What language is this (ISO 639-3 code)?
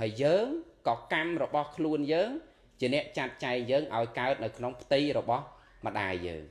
khm